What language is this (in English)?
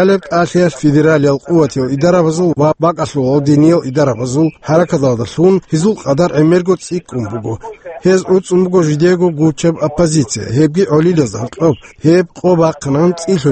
Avaric